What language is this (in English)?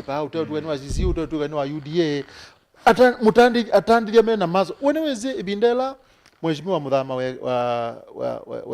Kamba